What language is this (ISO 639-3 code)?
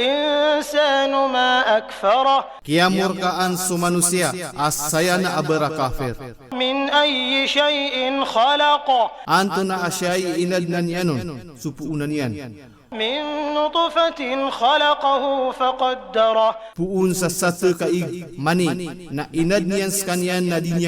mrw